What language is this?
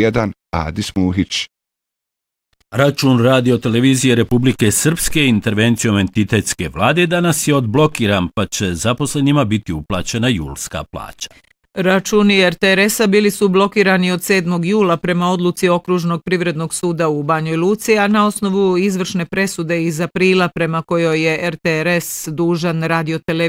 Bosnian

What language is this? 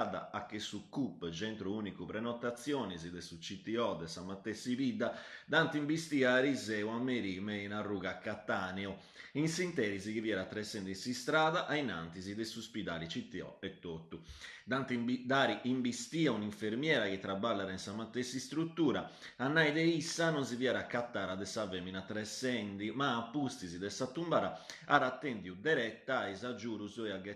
Sardinian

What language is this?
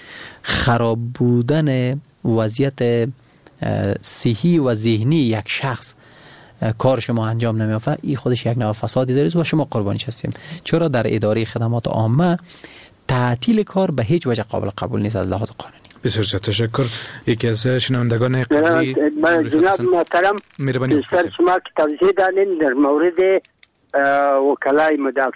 Persian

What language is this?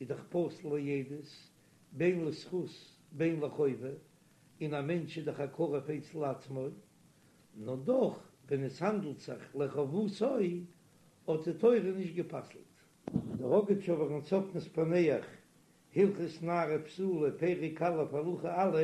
Yiddish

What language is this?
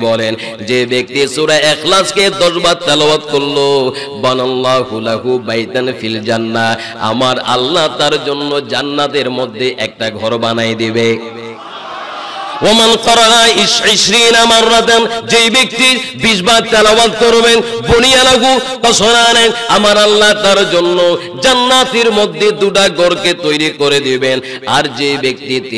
Bangla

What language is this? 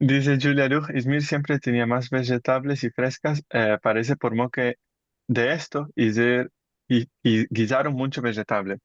Ladino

